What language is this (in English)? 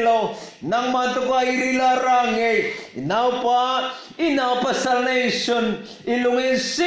Hmar